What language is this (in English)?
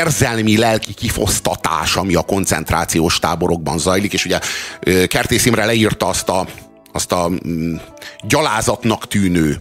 Hungarian